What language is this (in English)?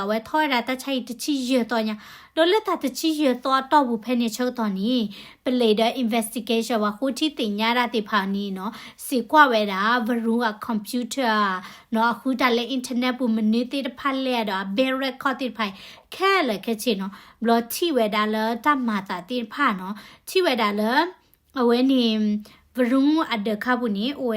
S'gaw Karen